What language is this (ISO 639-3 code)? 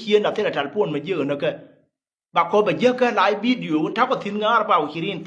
nus